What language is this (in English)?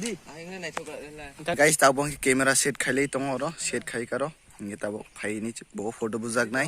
Kok Borok